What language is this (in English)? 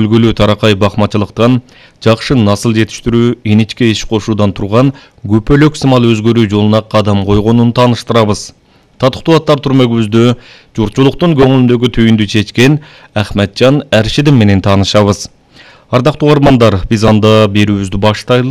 Kyrgyz